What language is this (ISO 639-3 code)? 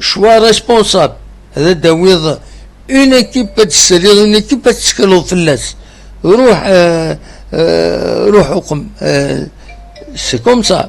kab